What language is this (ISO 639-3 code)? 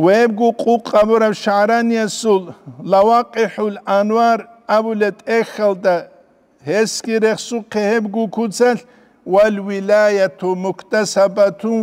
ava